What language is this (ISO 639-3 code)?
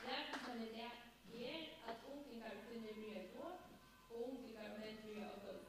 fao